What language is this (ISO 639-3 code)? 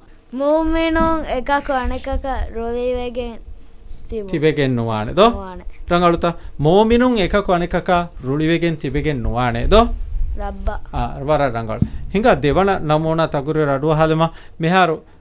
div